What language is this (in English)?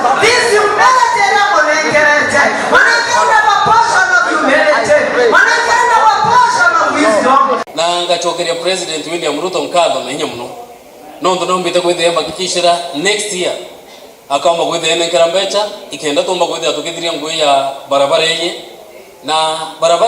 Meru